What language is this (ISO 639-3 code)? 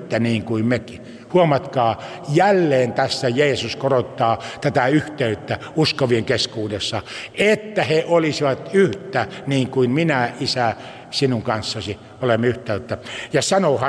fin